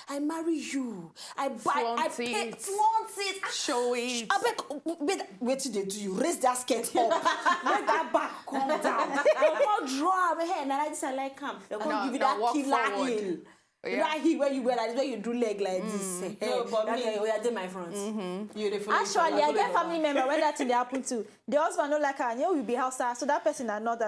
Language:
Nigerian Pidgin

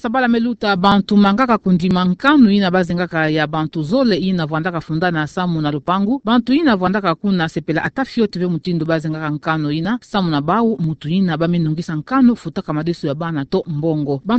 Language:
Kituba (Democratic Republic of Congo)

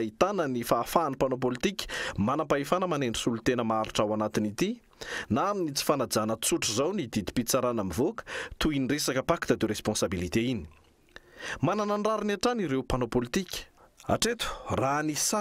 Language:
Malagasy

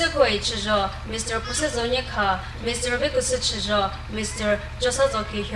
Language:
Chokri Naga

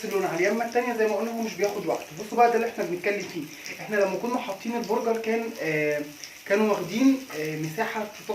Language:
Egyptian Arabic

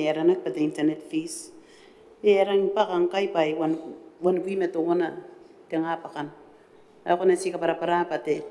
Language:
Gilbertese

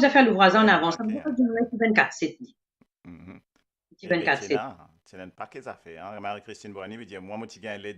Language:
Morisyen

